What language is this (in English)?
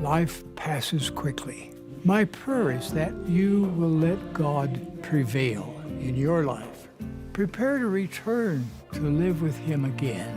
Tahitian